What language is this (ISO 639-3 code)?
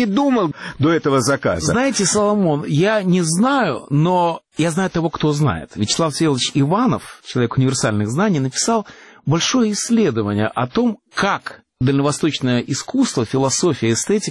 rus